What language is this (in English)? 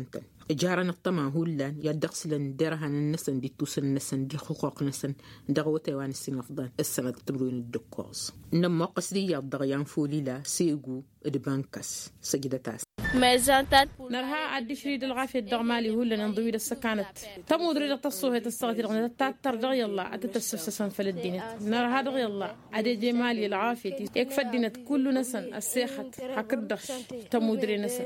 Tamasheq